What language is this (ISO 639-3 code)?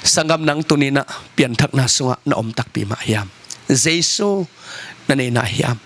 ctd